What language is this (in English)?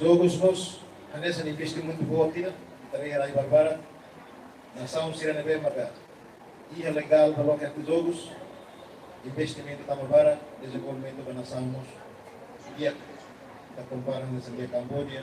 Tetum